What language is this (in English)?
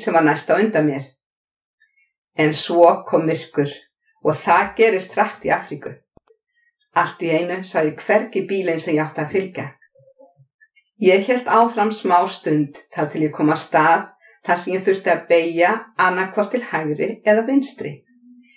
Icelandic